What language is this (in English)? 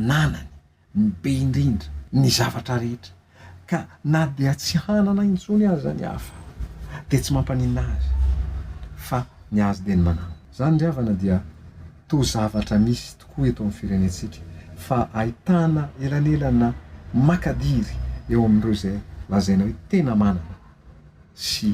Malagasy